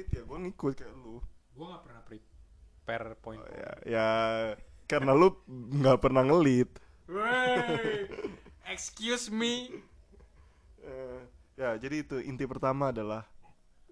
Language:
Indonesian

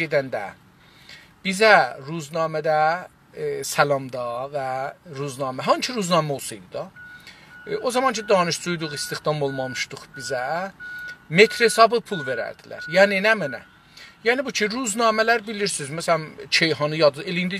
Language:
South Azerbaijani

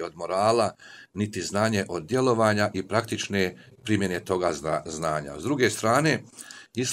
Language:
Bosnian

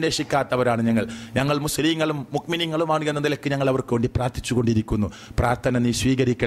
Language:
Malayalam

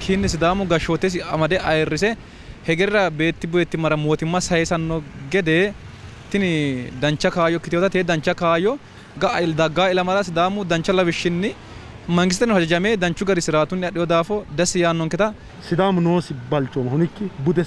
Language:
Sidamo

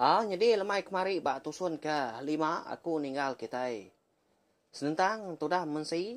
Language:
Iban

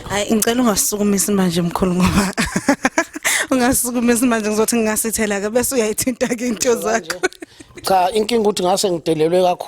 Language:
Zulu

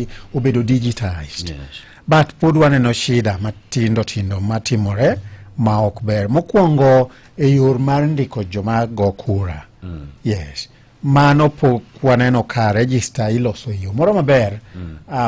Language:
Luo (Kenya and Tanzania)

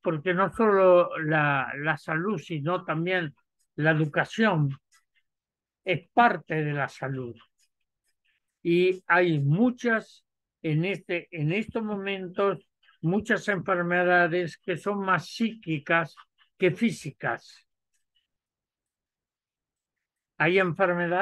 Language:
Spanish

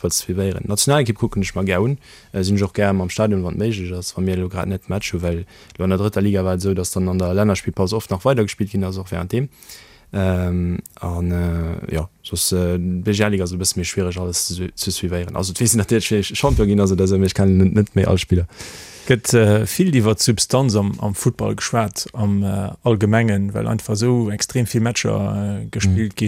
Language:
Luxembourgish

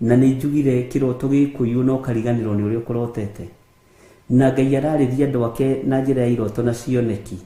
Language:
Kikuyu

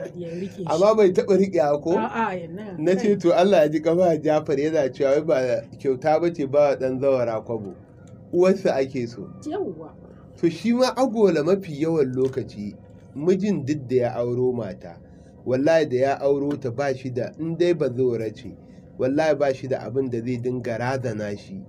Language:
Hausa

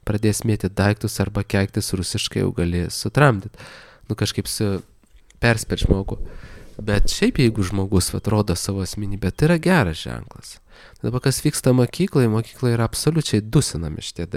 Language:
Lithuanian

